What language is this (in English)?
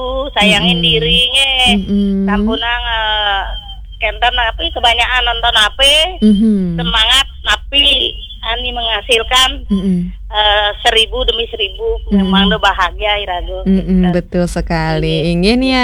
Balinese